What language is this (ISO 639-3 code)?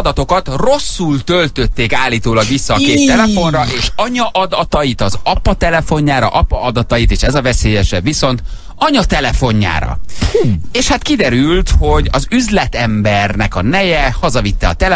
hun